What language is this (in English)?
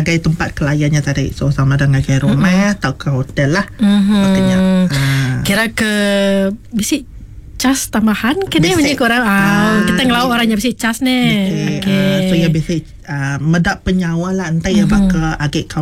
Iban